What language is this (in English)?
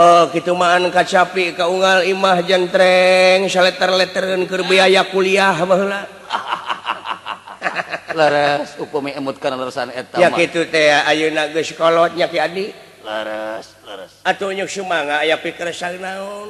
Sundanese